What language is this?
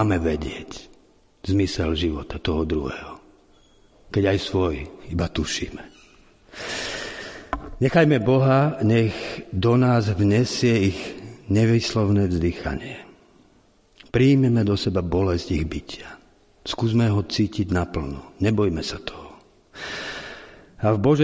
Slovak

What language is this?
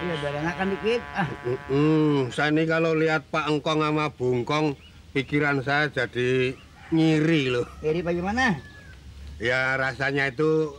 Betawi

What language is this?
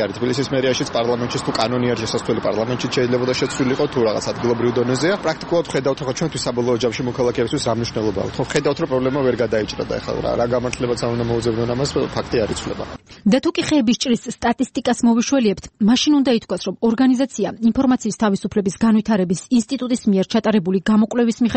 Georgian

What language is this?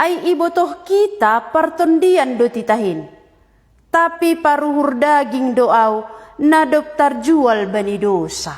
Batak Simalungun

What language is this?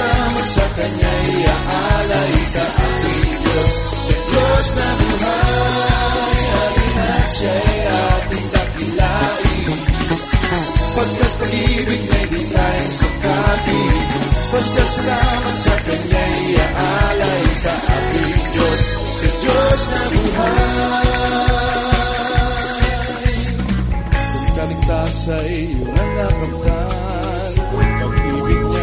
Filipino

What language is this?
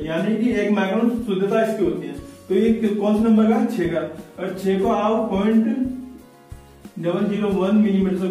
Hindi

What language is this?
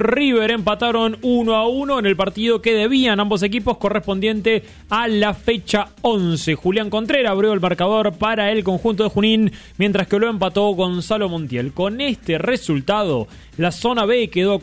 Spanish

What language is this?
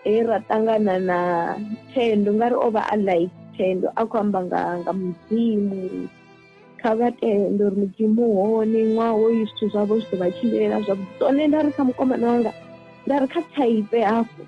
Venda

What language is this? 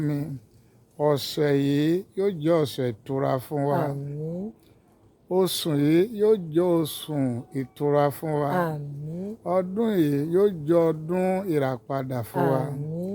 Yoruba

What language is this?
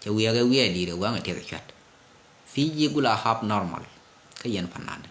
Nuer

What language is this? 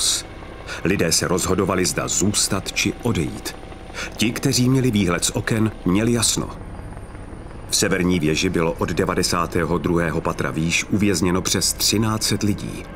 Czech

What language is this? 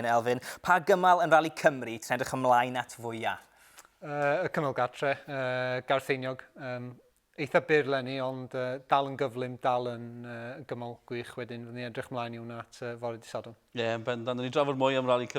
Welsh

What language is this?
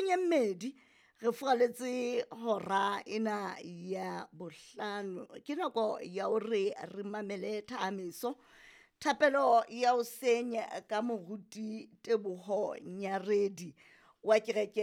Southern Sotho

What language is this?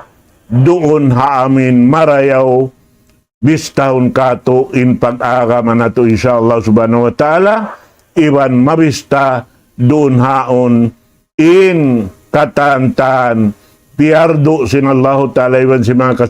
Tausug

